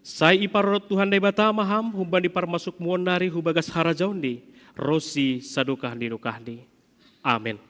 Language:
Batak Simalungun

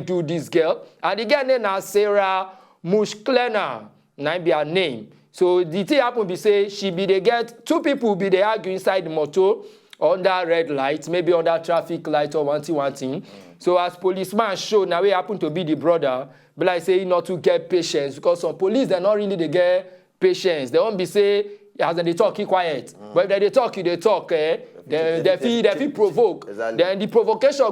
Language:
Nigerian Pidgin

